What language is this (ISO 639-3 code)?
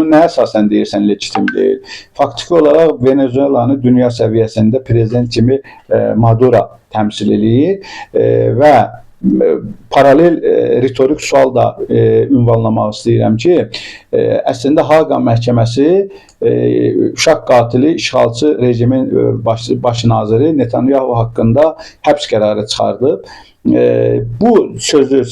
aze